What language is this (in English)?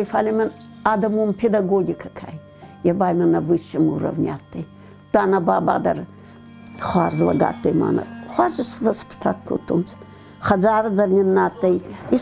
Ossetic